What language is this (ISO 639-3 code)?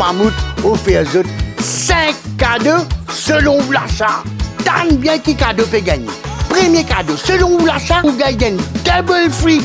mfe